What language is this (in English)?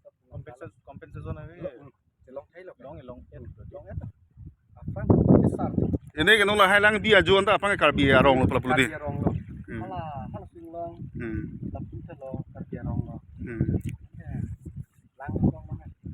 Karbi